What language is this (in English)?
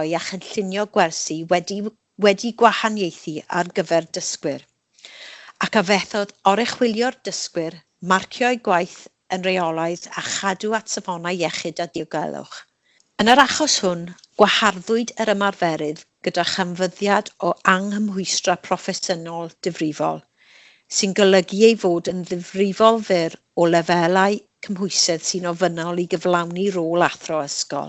Welsh